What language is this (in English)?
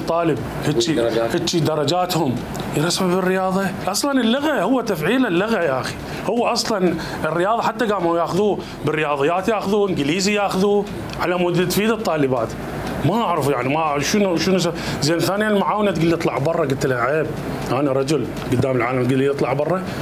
Mesopotamian Arabic